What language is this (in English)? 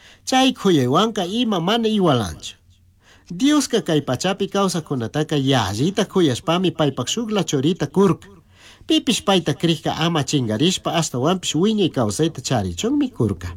Chimborazo Highland Quichua